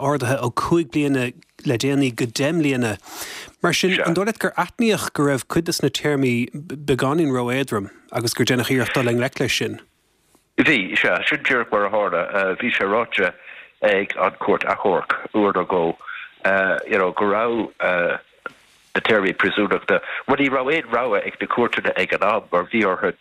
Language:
Irish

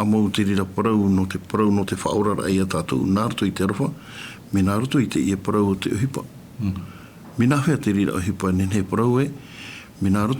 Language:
Tahitian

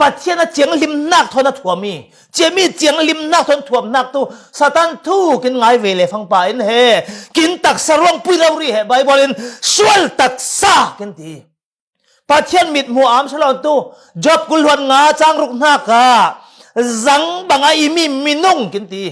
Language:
Falam Chin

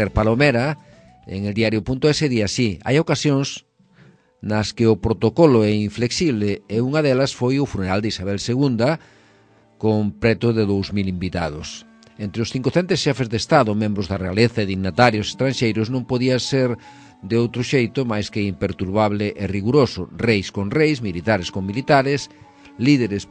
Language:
Galician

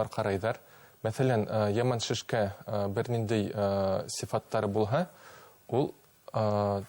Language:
Bashkir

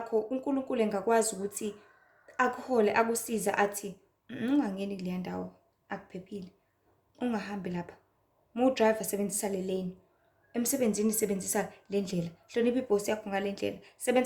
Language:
Zulu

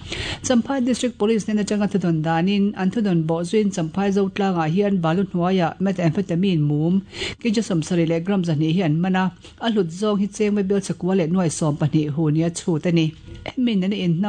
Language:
Mizo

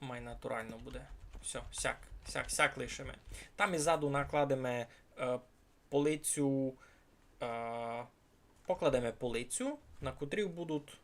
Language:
Rusyn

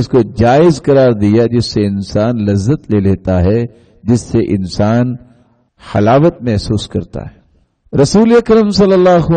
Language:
Urdu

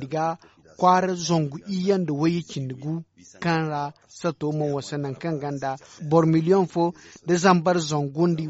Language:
Zarma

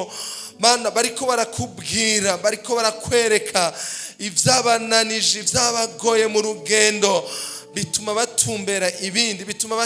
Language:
Rundi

